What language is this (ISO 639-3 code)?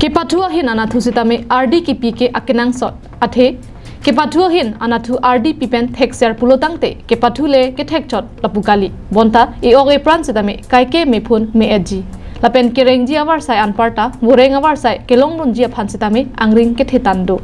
mjw